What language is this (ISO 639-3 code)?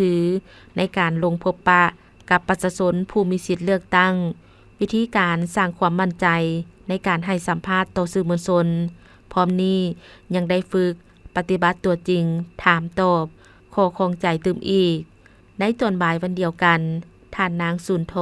lao